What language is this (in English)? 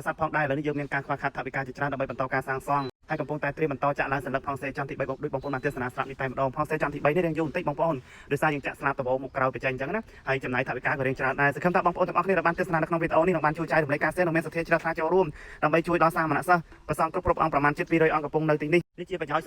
Khmer